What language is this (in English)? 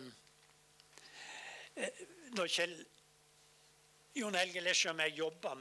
Norwegian